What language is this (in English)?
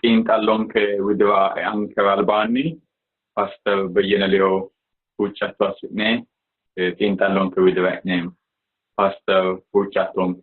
Sidamo